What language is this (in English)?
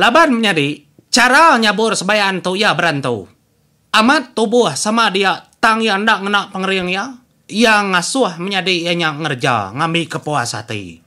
Iban